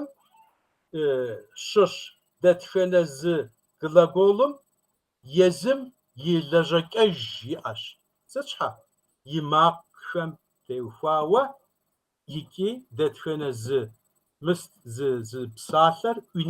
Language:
Kabardian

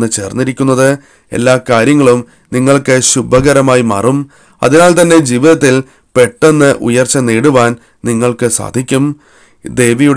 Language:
Malayalam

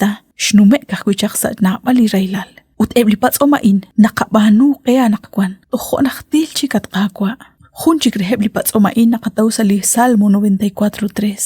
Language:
Kekchí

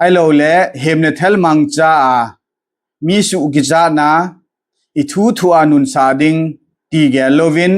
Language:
Thado Chin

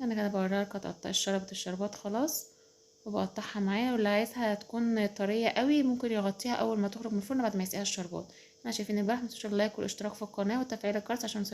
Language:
Egyptian Arabic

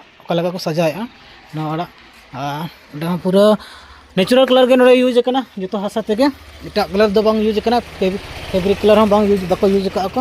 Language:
Santali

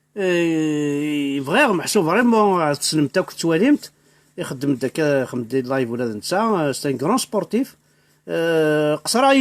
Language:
Kabyle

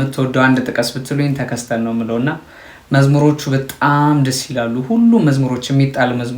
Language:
Amharic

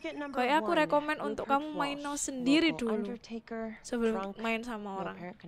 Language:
Indonesian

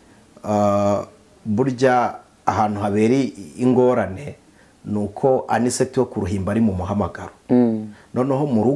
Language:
Kinyarwanda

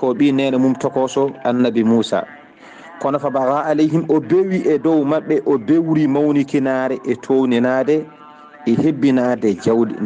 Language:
Fula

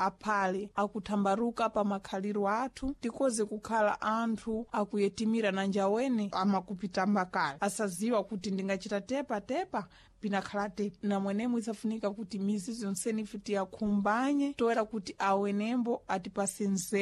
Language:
Sena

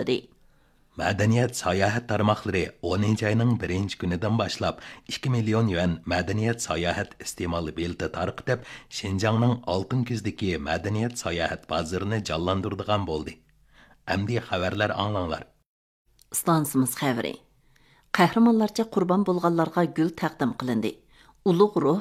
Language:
Uyghur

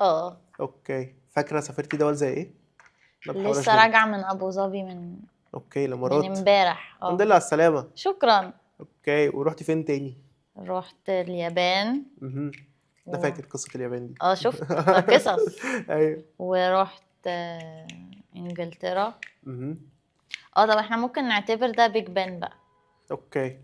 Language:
Egyptian Arabic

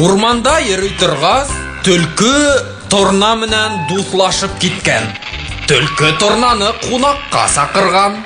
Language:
Bashkir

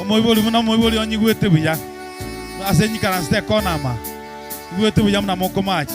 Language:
Gusii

